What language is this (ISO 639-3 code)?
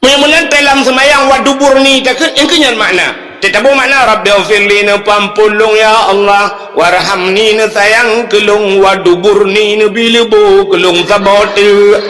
ace